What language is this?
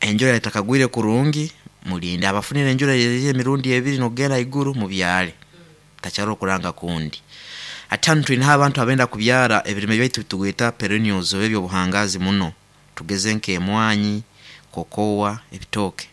Nyoro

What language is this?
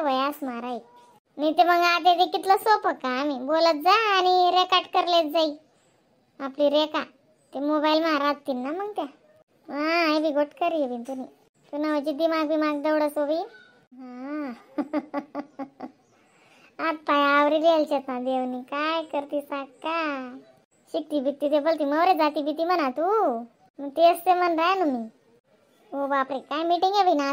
Khandesi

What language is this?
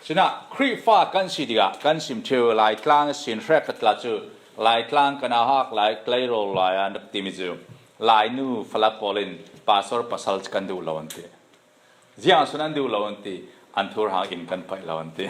Falam Chin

